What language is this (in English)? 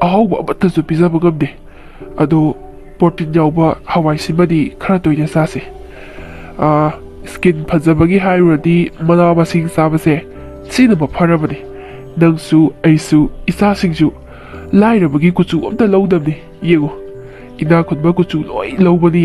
Manipuri